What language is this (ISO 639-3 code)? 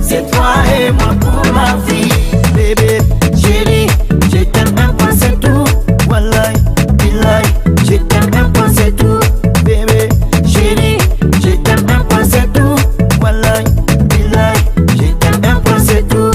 ful